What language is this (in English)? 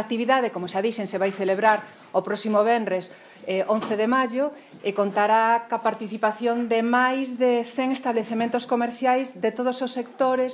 Galician